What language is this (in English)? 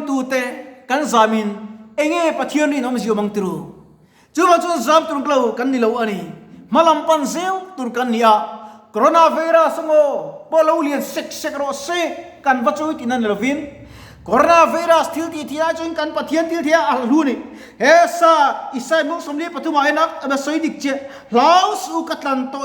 Mizo